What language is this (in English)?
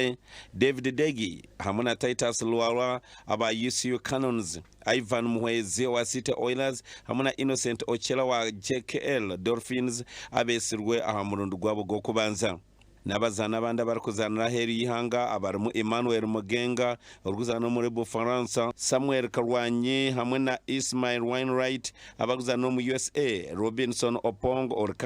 Nyankole